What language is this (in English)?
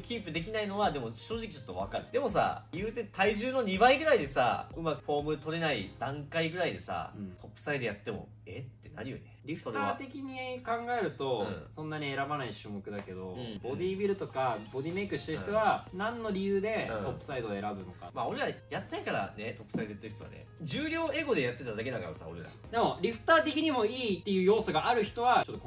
Japanese